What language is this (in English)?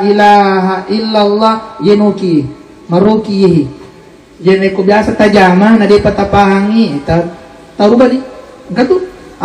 Buginese